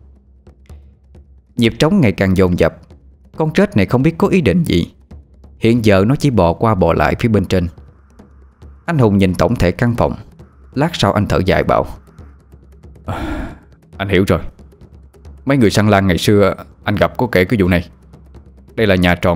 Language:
Vietnamese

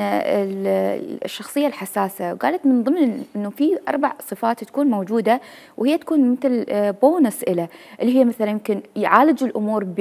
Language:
Mesopotamian Arabic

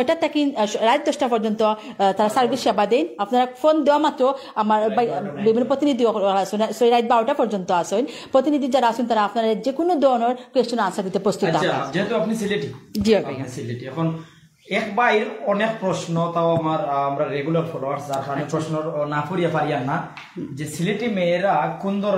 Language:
Sylheti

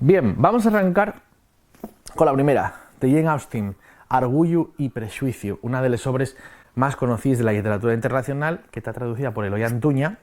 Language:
Asturian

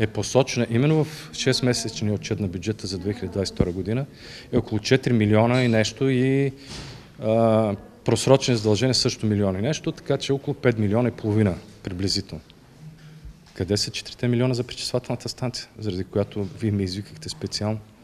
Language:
Bulgarian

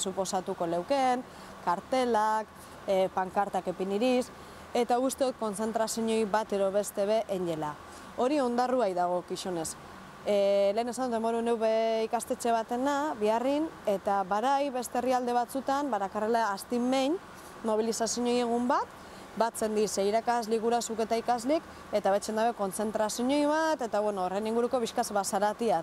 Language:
Basque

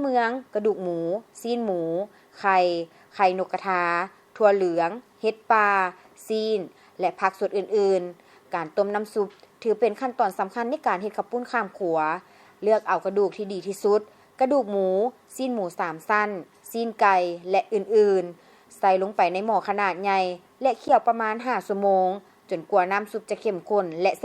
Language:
Lao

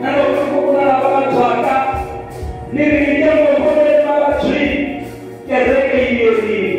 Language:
Tsonga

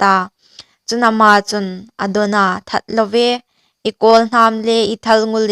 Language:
Hmar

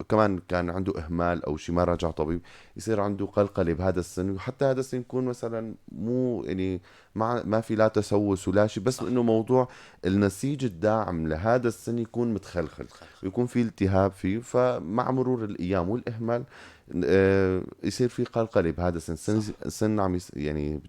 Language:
North Levantine Arabic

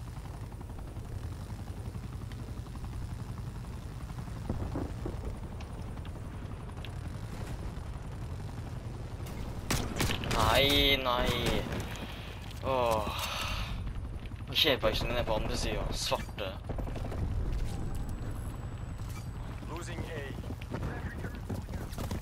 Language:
Norwegian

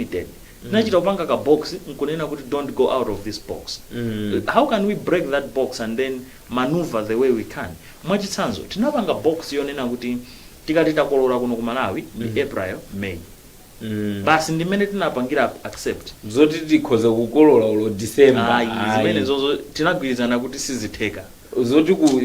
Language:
Nyanja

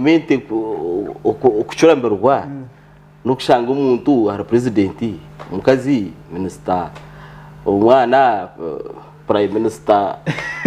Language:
Nyankole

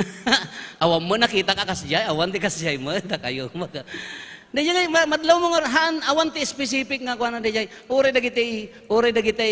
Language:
Iloko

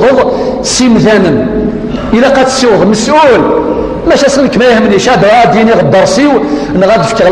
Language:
Kabyle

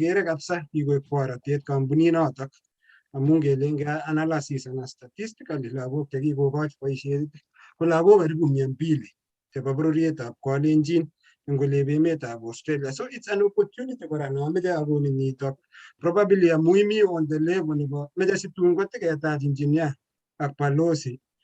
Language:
Kalenjin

